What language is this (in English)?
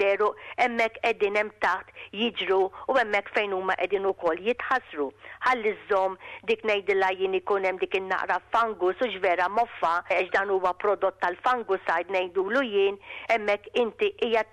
Maltese